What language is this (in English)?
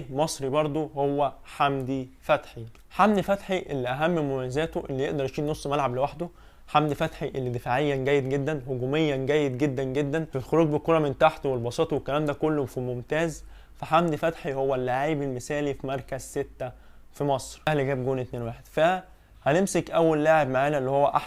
Egyptian Arabic